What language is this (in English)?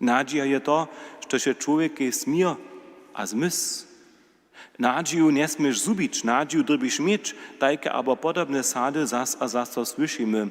Upper Sorbian